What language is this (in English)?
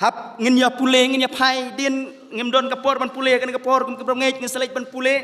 Khasi